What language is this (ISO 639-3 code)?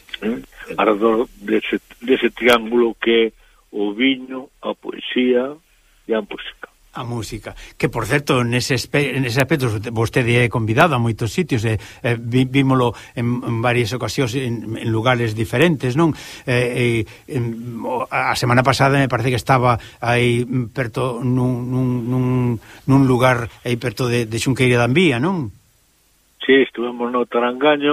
glg